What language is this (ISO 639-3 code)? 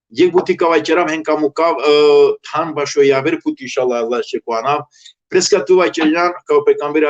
rmn